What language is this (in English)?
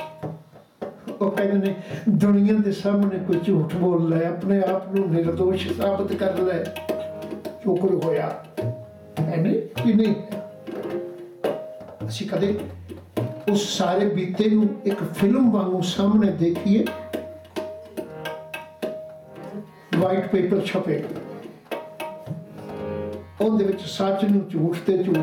Punjabi